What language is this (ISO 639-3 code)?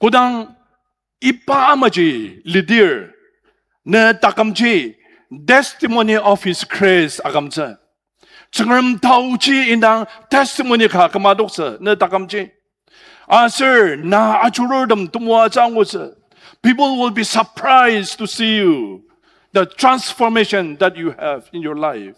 njo